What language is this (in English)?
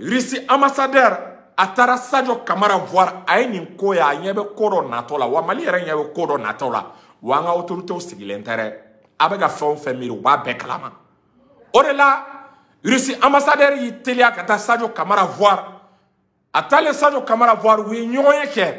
Bambara